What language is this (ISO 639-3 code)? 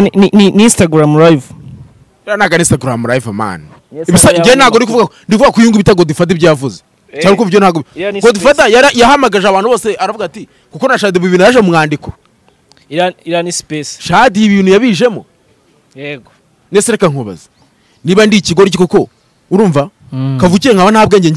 kin